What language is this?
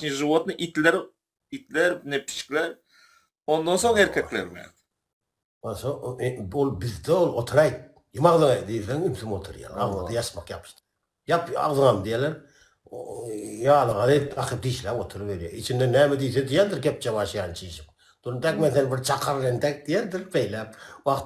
Turkmen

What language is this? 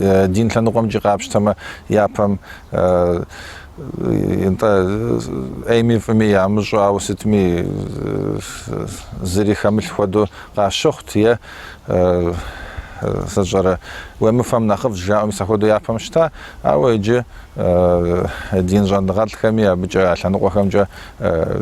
Kabardian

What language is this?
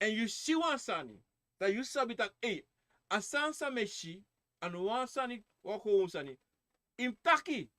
Sranan Tongo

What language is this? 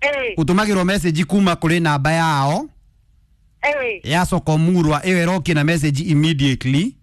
Kikuyu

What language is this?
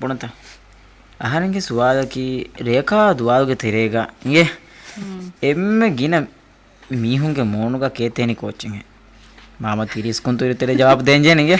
Divehi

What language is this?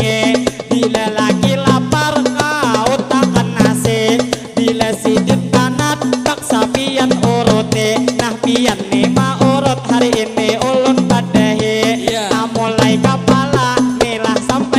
Banjar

